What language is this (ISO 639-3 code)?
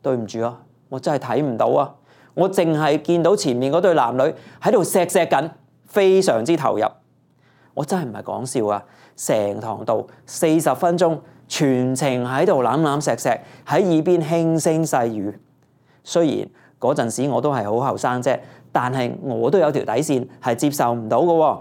yue